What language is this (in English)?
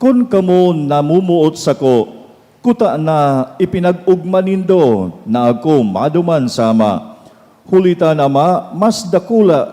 Bikol